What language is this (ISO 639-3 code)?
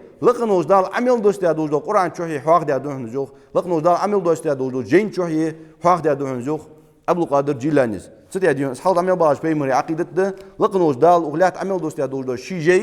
inh